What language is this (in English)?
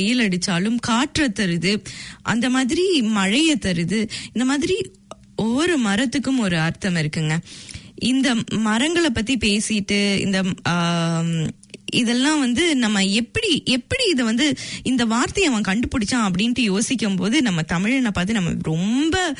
Tamil